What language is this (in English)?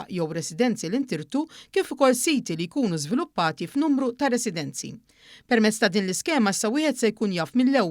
Maltese